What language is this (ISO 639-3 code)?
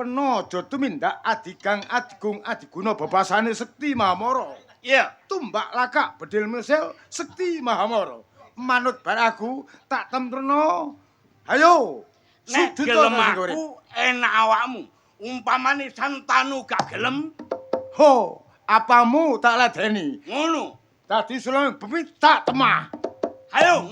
jav